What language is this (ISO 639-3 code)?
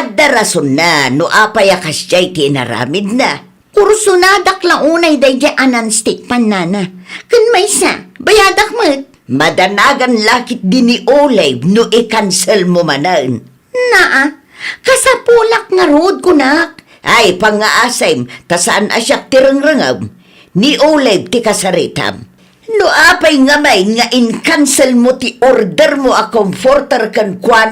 ilo